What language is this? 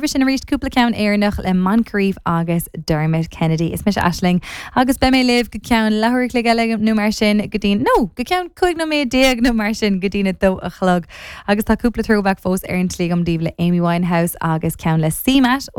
Irish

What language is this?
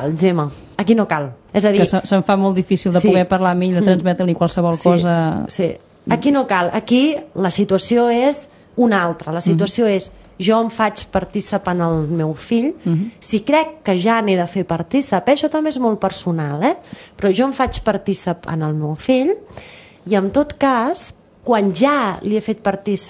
Catalan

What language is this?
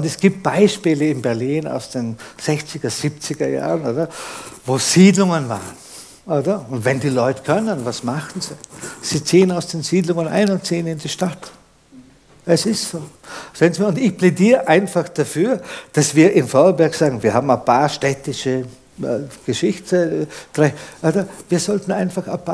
German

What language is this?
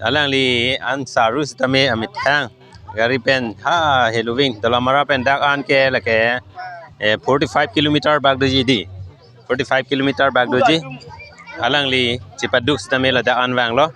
Karbi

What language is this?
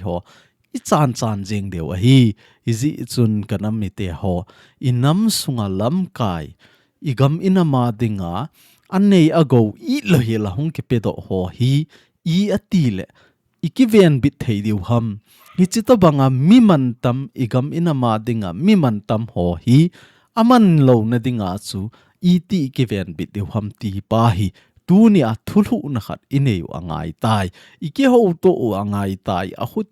Thado Chin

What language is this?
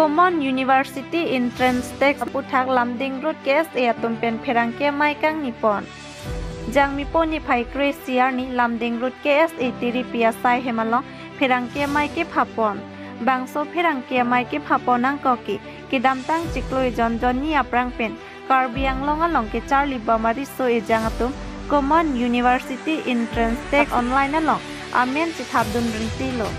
Karbi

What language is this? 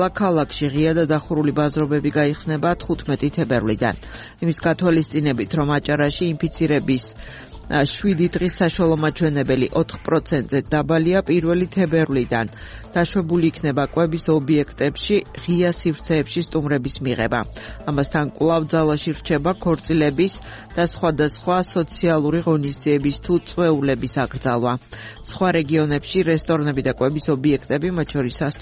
Georgian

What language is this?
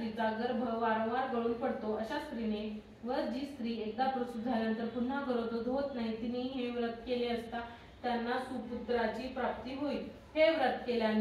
Marathi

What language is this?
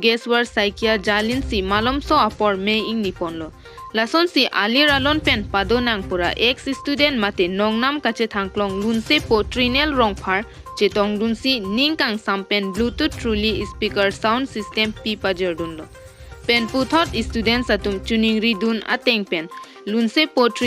Karbi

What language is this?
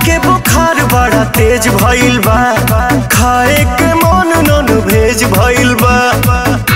Bhojpuri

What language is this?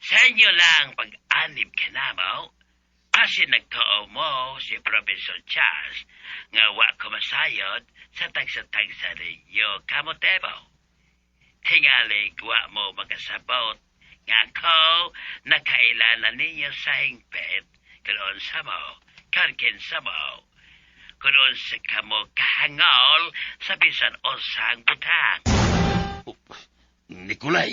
Cebuano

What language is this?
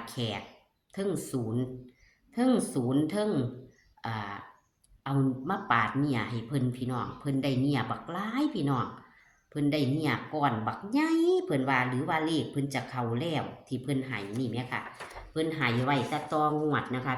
Northeastern Thai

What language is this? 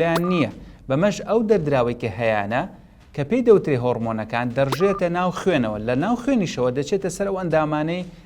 Central Kurdish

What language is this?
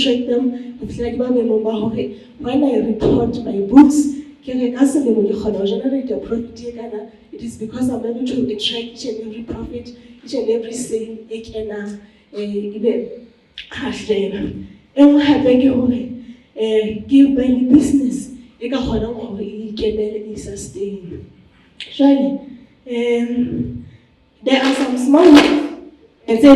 Southern Sotho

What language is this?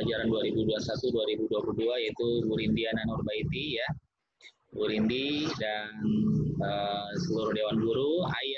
Indonesian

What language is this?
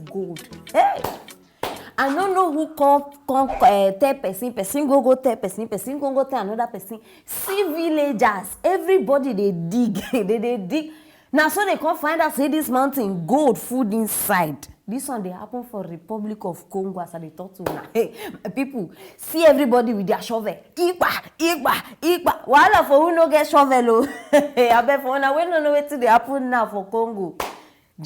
Nigerian Pidgin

